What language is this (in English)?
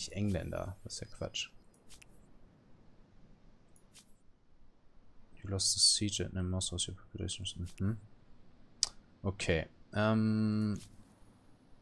German